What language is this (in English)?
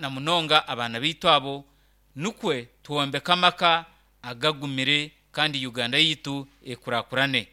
Nyankole